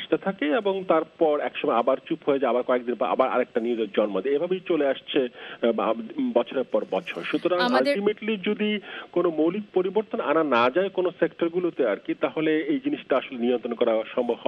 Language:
Bangla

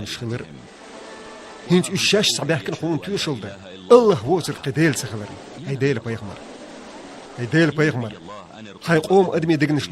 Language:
Chechen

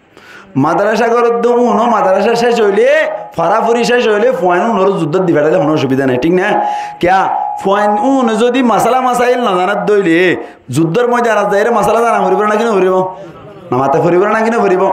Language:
Rohingya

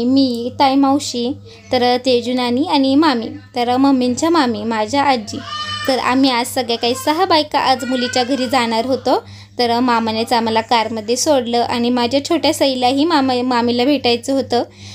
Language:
Marathi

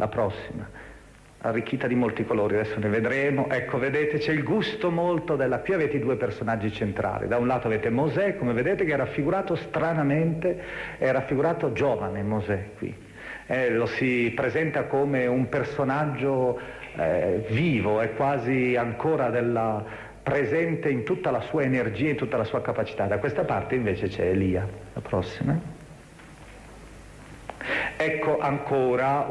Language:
Italian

